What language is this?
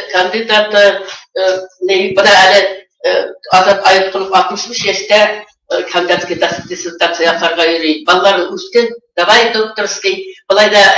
Bashkir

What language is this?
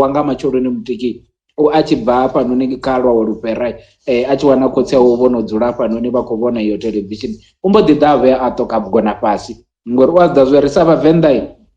Venda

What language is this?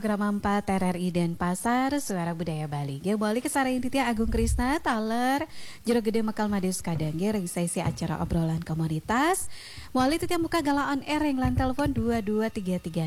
Balinese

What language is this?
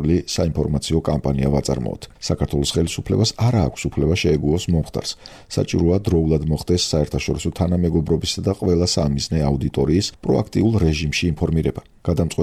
Georgian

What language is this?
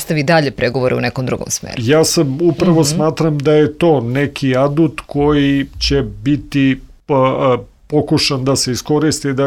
Serbian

